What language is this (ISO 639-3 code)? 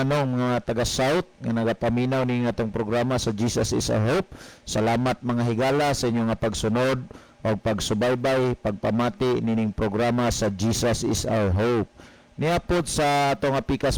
ceb